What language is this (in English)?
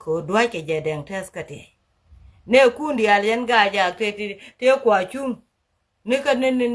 Nuer